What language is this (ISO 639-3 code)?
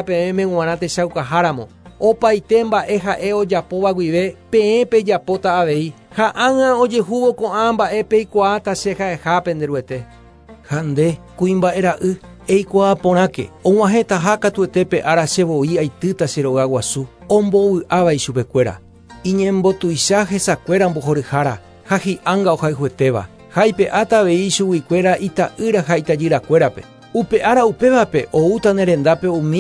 grn